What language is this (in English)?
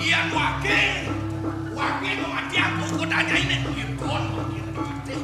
Balinese